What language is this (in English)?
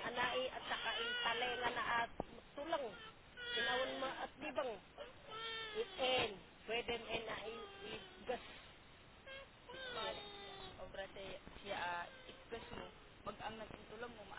Filipino